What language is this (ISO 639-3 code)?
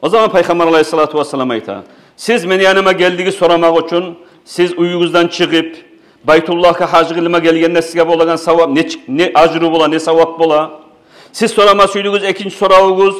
kum